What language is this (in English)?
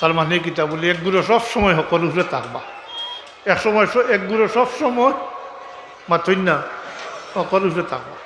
Sylheti